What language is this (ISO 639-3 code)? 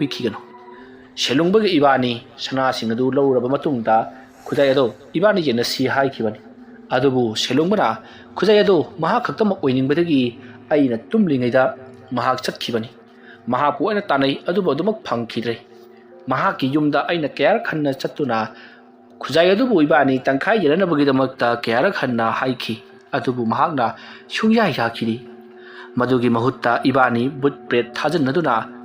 mni